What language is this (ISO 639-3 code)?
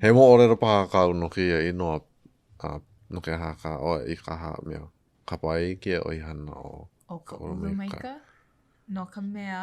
haw